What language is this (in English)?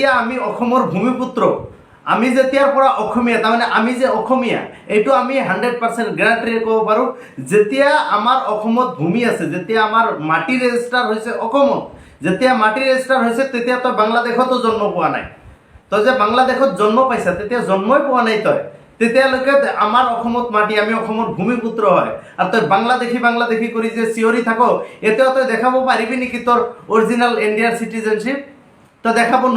Assamese